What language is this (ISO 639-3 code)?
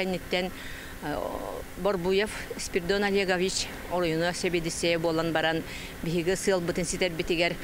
sah